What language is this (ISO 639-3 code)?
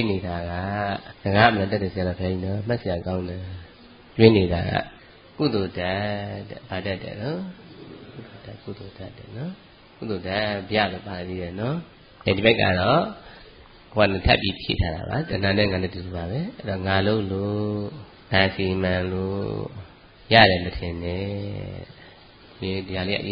mya